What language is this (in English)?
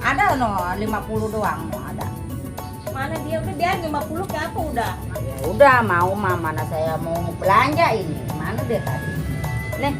Betawi